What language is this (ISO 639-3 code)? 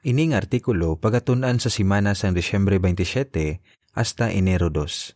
hil